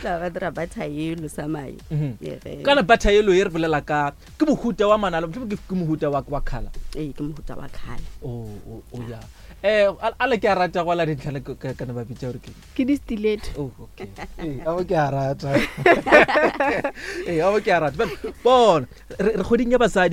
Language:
Northern Sotho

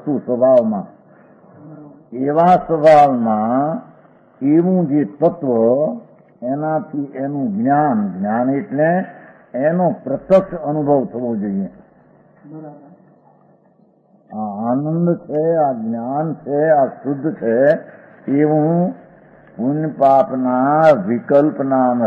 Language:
Gujarati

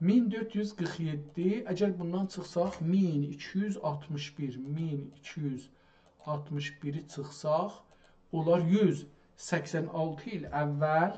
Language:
South Azerbaijani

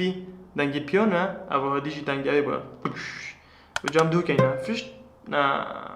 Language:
Kurdish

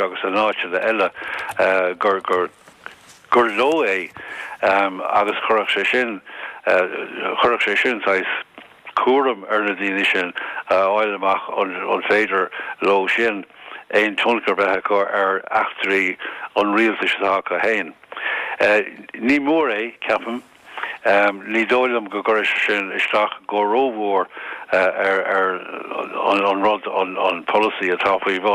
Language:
Irish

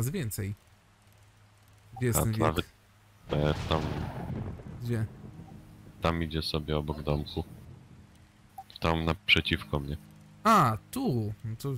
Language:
Polish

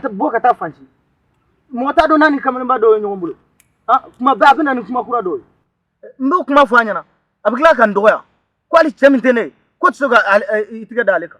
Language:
Bambara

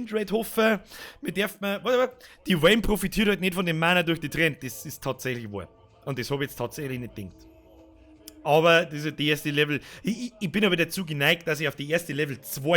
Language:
Bavarian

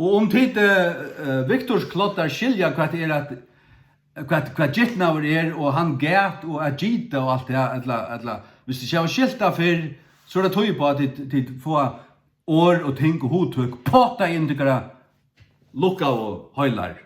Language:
Faroese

